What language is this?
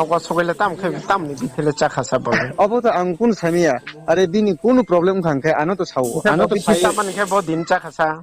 Riang (India)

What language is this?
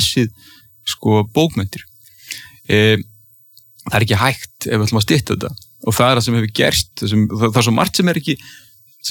Icelandic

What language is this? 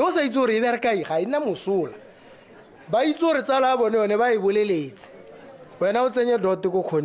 Tswana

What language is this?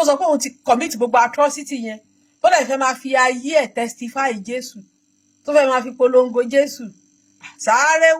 Yoruba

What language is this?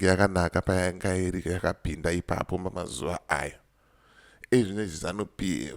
Shona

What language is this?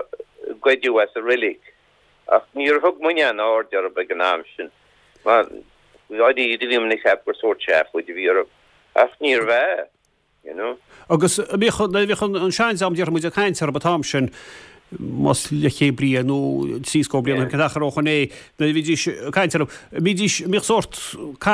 Irish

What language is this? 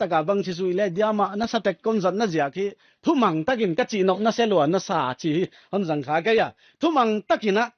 Paite Chin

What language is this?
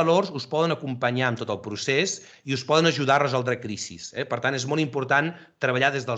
Catalan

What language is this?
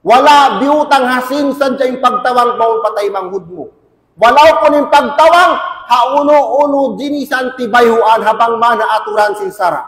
Tausug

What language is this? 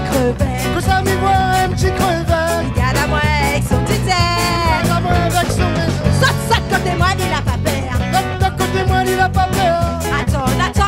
Réunion Creole French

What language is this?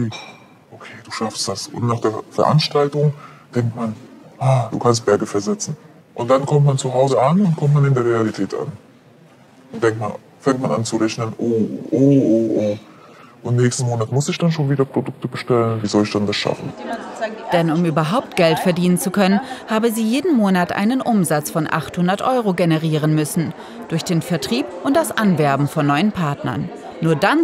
German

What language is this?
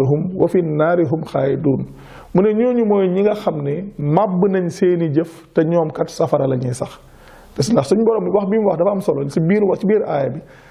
Wolof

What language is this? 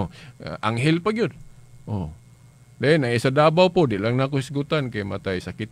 Cebuano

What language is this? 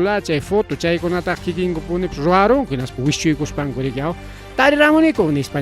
Ayacucho Quechua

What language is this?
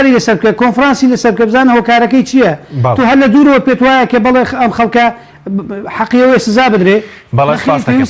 Central Kurdish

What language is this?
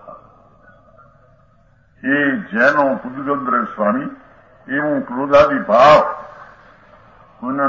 Gujarati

